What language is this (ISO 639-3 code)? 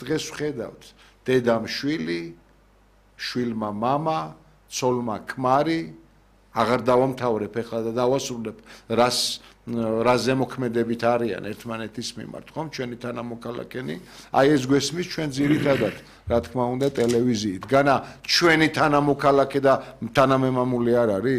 kat